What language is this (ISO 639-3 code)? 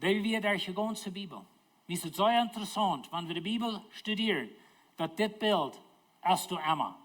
pdt